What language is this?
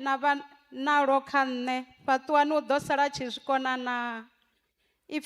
Venda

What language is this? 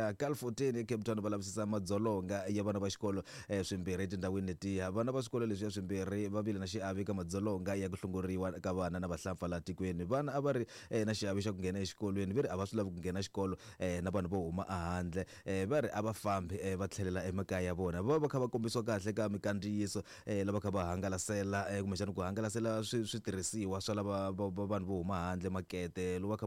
Tsonga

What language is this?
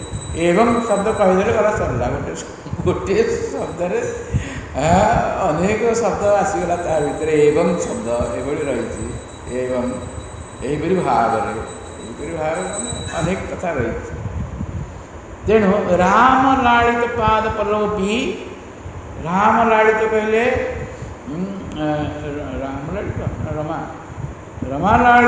Odia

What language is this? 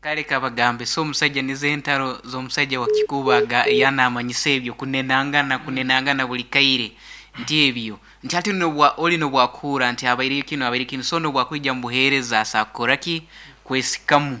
Nyoro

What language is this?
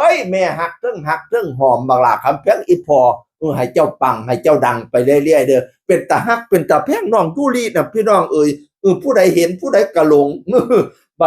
Northeastern Thai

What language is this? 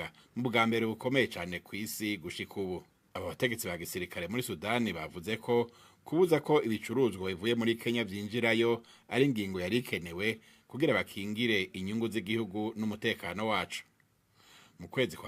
Rundi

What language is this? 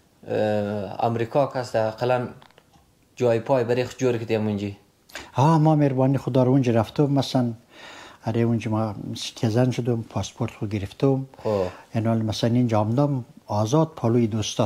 Persian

